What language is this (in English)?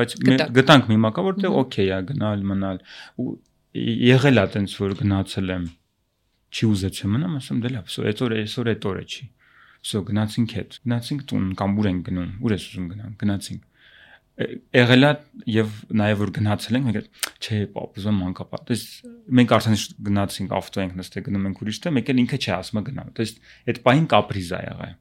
Armenian